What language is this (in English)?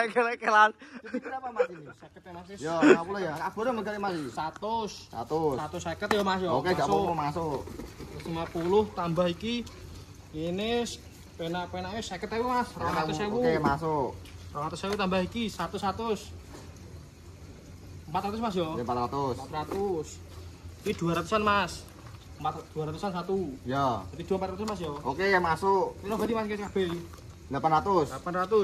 Indonesian